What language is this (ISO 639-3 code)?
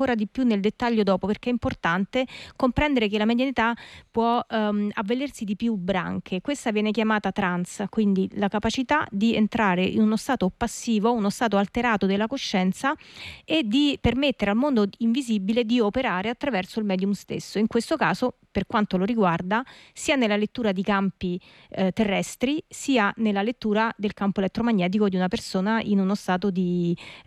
ita